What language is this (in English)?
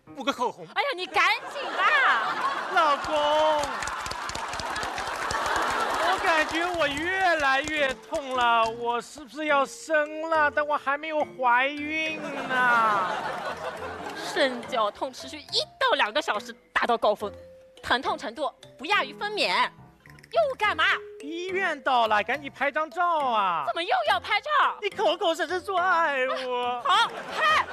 Chinese